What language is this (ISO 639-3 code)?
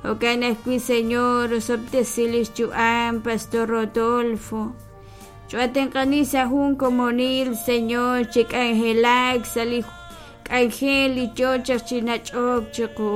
kek